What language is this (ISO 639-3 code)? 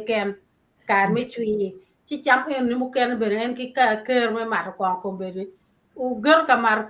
ach